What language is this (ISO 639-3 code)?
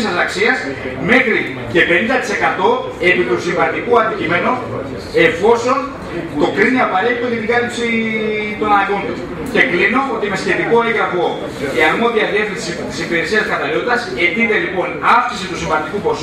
ell